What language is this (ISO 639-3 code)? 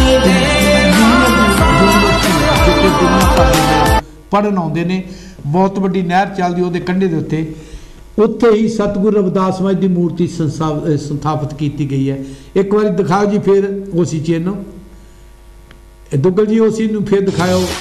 pan